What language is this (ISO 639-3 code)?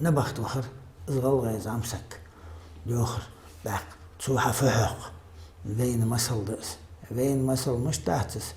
inh